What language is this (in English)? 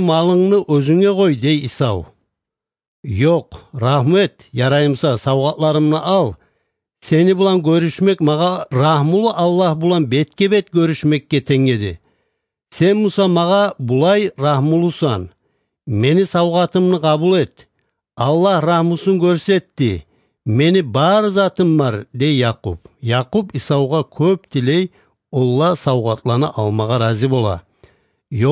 Kumyk